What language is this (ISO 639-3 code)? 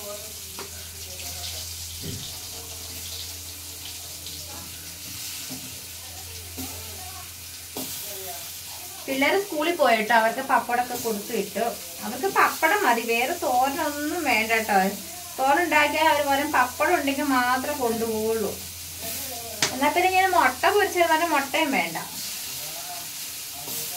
mal